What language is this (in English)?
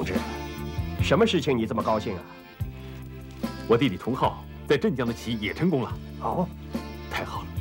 Chinese